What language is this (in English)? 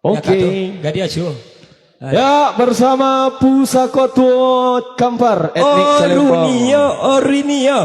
Minangkabau